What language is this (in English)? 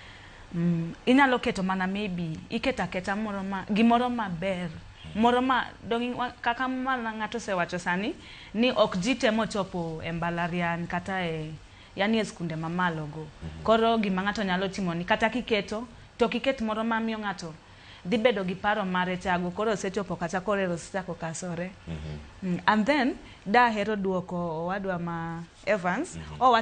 Luo (Kenya and Tanzania)